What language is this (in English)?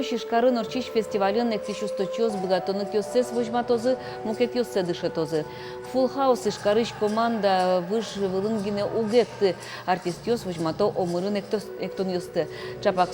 Udmurt